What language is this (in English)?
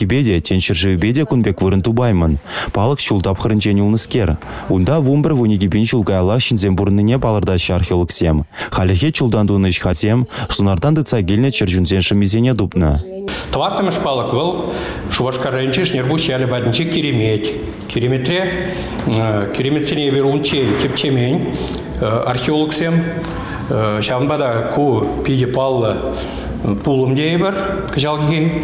Chuvash